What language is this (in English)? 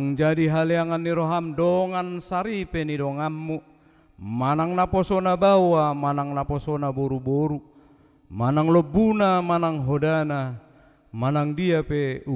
Batak Toba